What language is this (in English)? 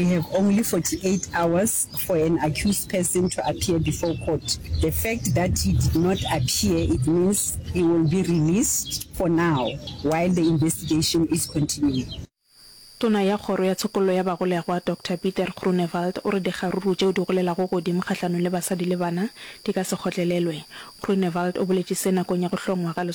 Northern Sotho